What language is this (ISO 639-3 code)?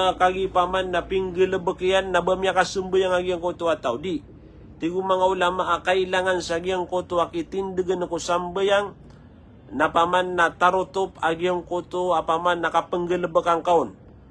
mrw